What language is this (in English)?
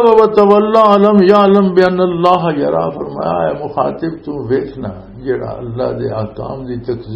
Western Panjabi